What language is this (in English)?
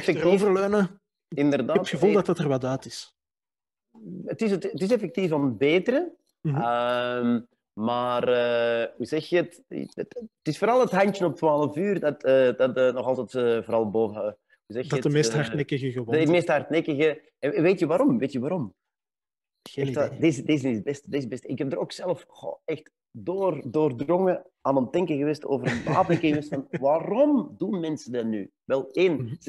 Dutch